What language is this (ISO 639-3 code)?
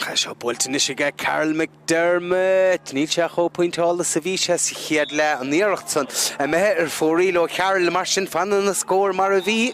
gle